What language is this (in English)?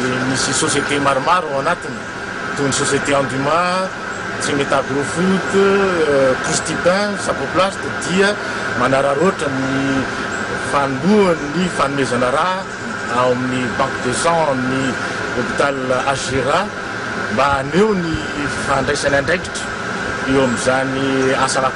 Malagasy